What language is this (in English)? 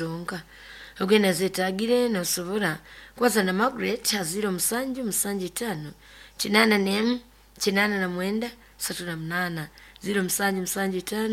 Nyoro